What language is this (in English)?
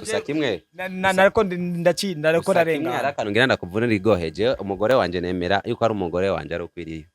Rundi